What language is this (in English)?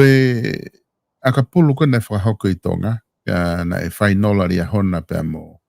Tongan